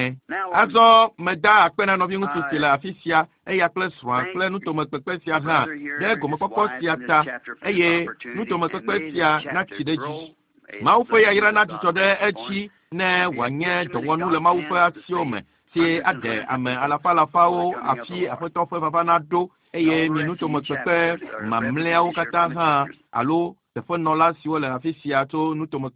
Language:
Ewe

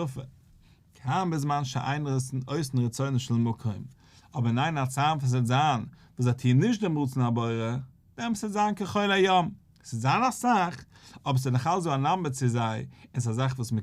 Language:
Yiddish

